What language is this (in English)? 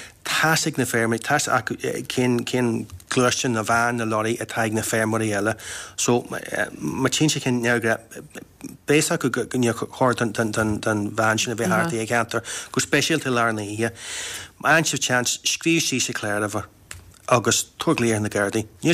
Irish